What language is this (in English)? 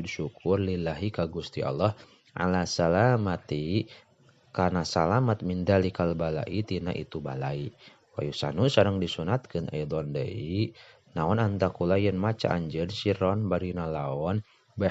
Sundanese